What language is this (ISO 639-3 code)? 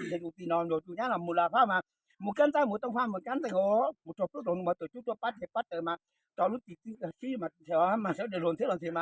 hmn